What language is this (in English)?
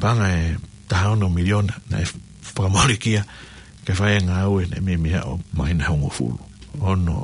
Tongan